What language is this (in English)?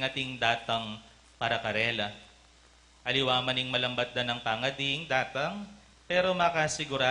Pampanga